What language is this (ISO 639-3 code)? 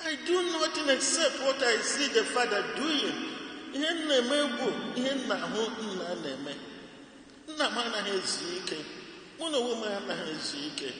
ibo